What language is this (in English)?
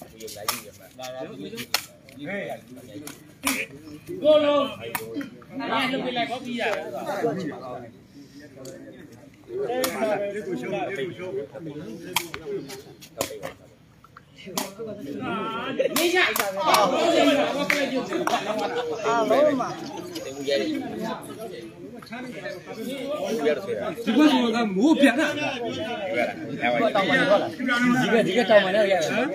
Burmese